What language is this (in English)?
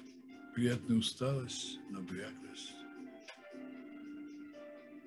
Russian